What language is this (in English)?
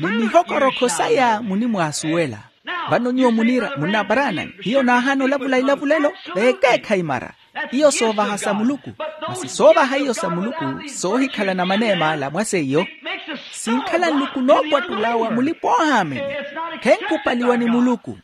Makhuwa